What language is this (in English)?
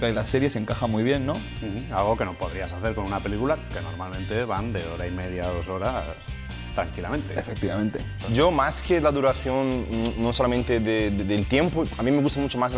Spanish